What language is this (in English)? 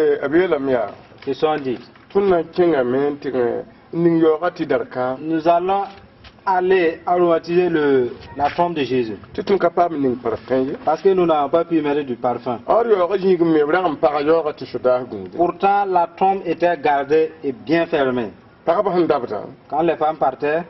Mossi